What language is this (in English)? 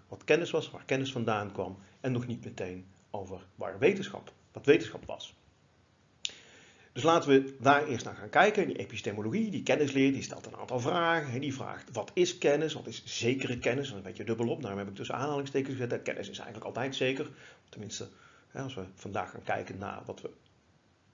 Dutch